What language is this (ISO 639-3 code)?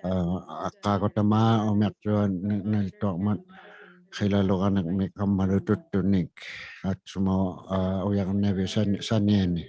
iku